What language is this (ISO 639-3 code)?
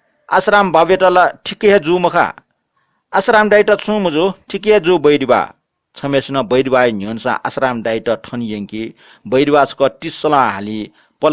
new